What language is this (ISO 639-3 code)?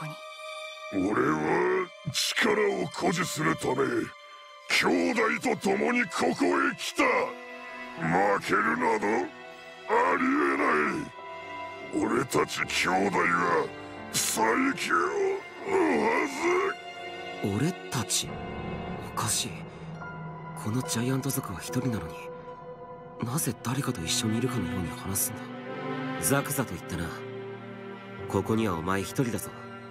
jpn